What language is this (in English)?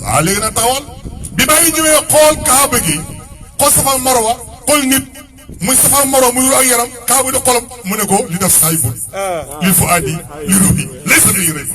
Wolof